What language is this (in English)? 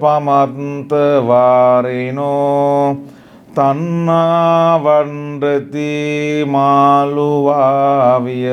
Sinhala